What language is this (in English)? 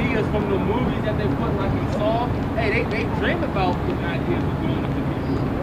English